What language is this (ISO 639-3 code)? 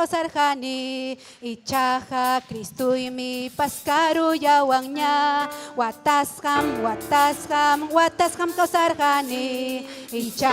quy